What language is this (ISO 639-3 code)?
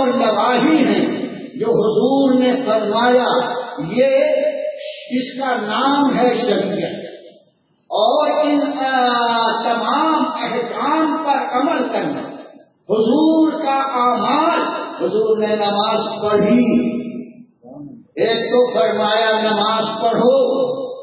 urd